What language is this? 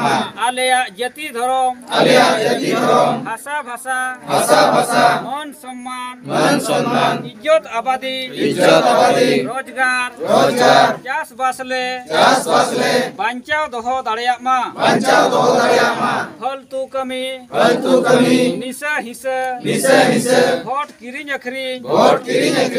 Santali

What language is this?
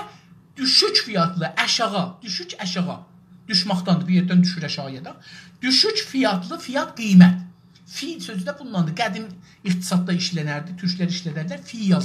South Azerbaijani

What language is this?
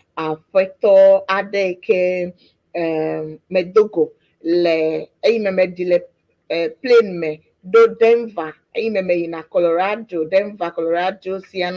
Ewe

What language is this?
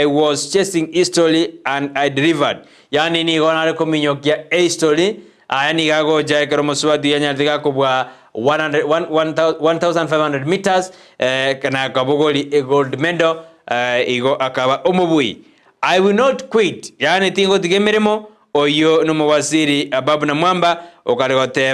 Gusii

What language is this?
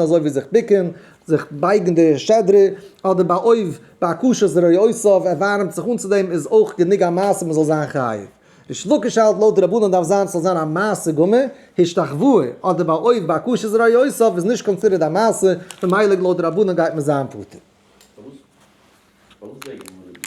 Yiddish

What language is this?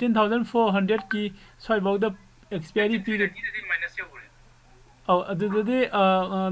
Manipuri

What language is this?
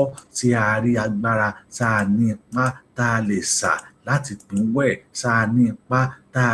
Yoruba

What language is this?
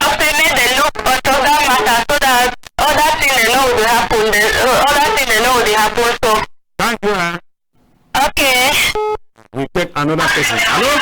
Cameroon Pidgin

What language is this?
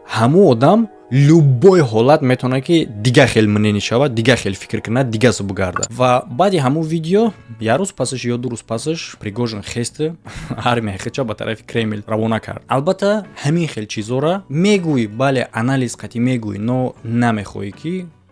Tajik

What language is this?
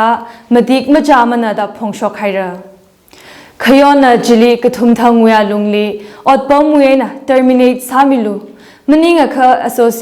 Tangkhul Naga (India)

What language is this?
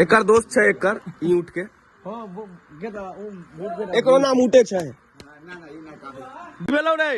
Maithili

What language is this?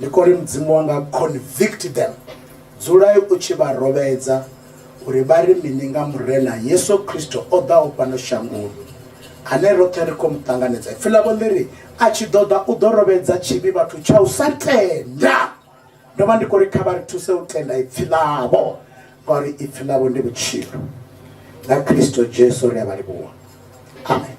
Venda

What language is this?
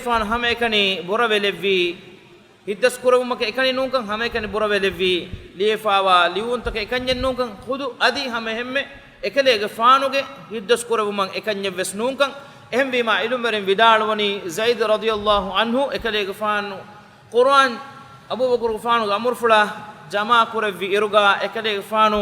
Divehi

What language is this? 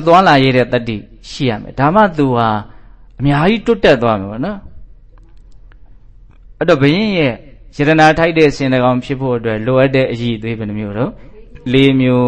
Burmese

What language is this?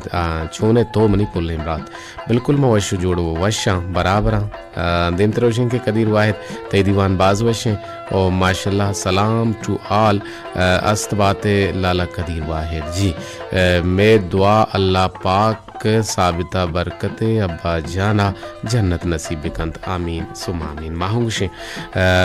Baluchi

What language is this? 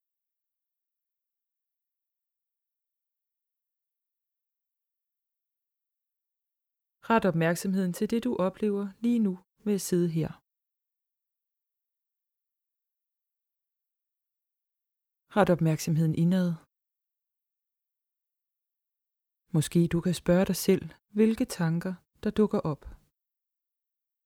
Danish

